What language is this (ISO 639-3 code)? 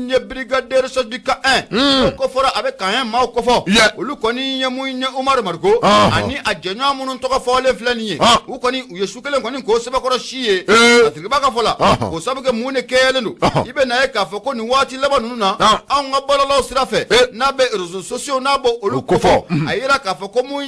bam